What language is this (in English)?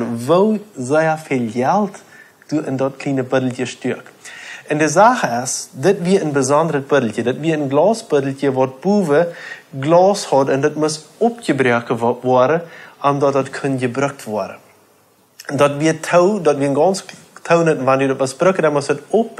Plautdietsch